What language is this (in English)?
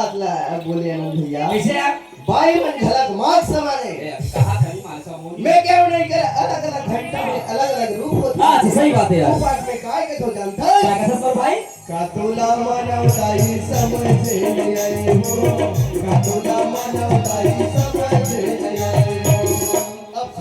Chhattisgarhi